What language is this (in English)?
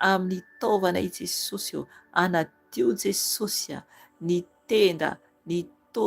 Malagasy